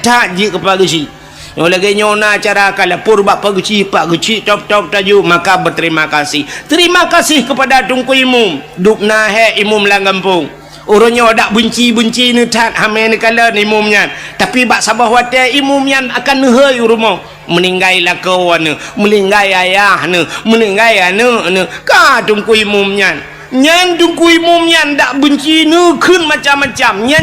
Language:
Achinese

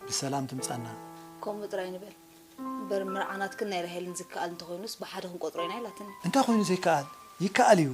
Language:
Tigrinya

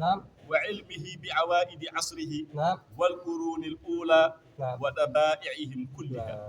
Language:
Fula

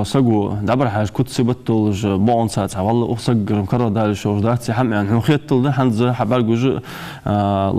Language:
Ingush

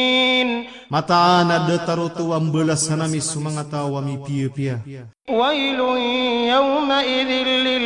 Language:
Maranao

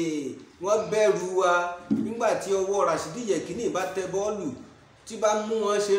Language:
Yoruba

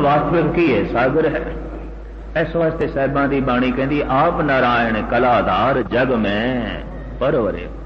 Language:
Punjabi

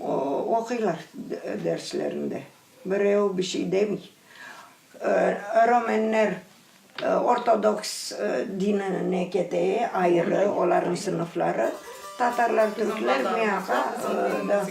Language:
Crimean Tatar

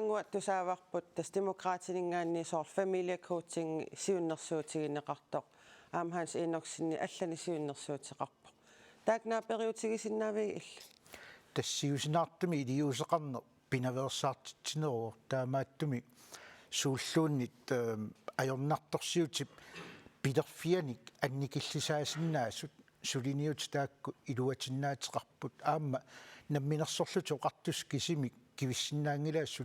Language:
Kalaallisut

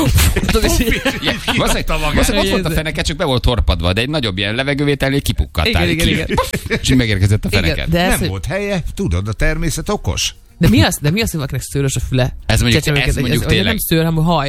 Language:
Hungarian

